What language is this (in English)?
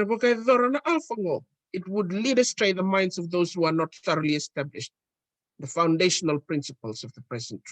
Fijian